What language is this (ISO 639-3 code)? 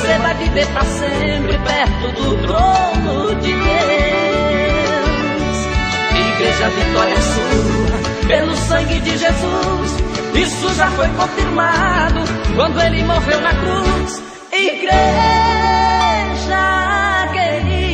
por